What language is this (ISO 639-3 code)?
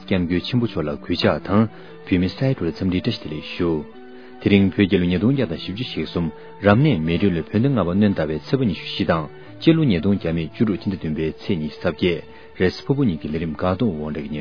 bod